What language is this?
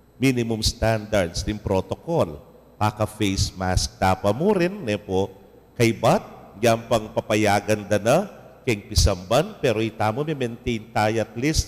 Pampanga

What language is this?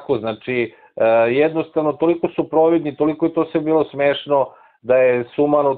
Serbian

